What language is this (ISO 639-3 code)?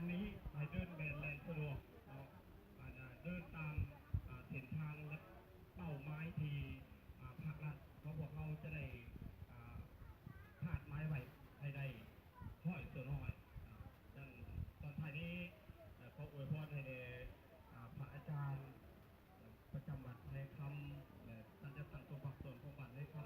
lao